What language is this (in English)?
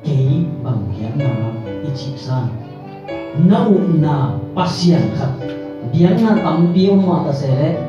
Tedim Chin